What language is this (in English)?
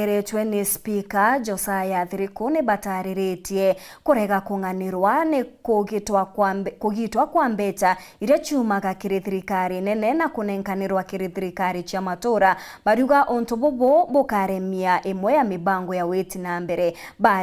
Meru